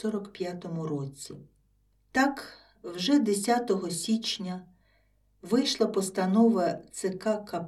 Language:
Ukrainian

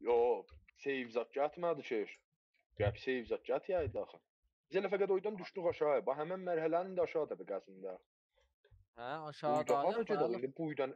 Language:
South Azerbaijani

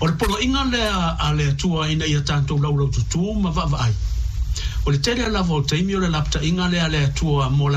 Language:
Samoan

